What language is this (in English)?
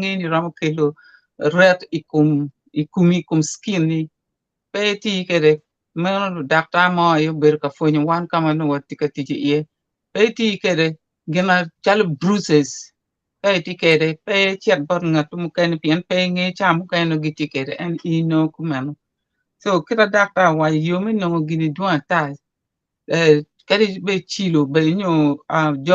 Acoli